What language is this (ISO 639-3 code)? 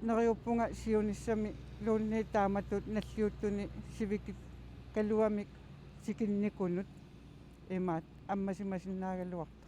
kal